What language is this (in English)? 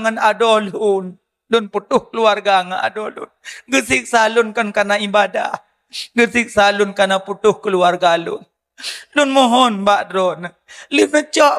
Achinese